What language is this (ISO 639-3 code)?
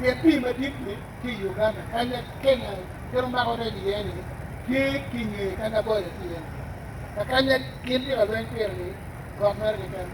ach